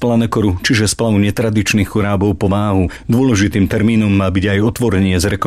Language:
Slovak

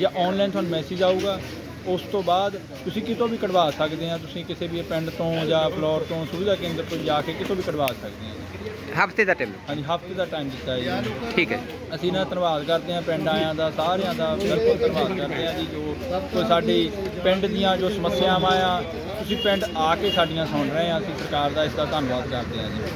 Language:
Punjabi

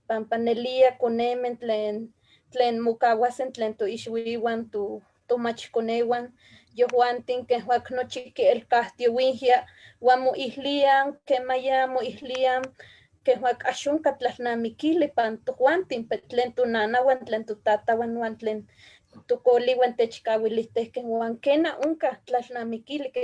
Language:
Eastern Huasteca Nahuatl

